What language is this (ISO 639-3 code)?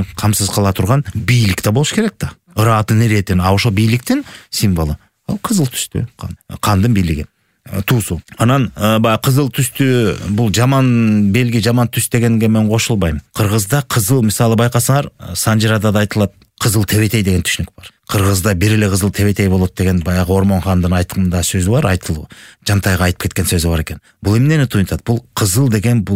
kir